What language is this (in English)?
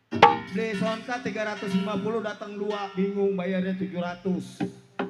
Betawi